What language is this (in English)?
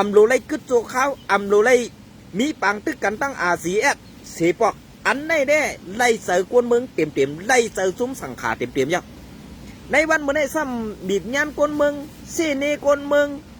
Shan